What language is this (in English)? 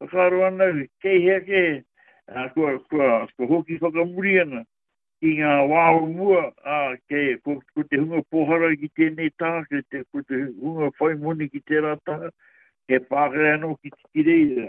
Māori